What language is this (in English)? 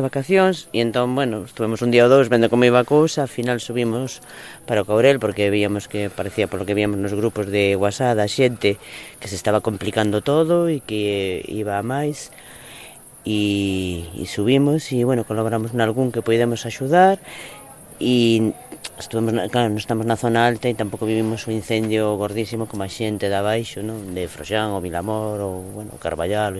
Galician